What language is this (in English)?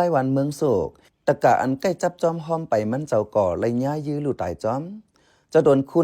Shan